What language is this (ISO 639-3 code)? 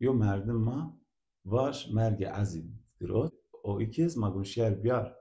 zza